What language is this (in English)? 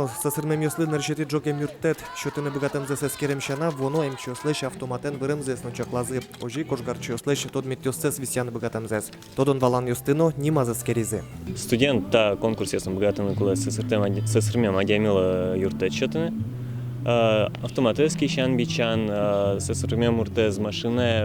Udmurt